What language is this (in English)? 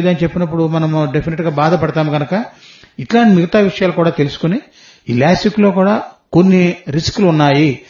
Telugu